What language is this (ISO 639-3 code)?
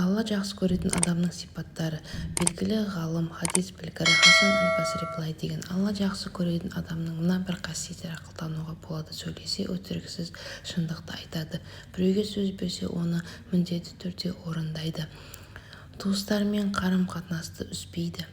kaz